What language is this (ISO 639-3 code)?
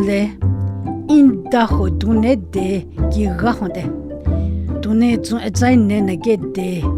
dgr